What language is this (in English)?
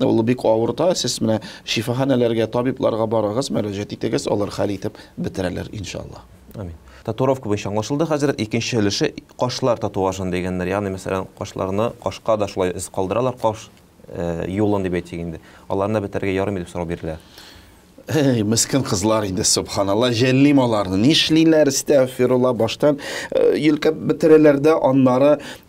Tatar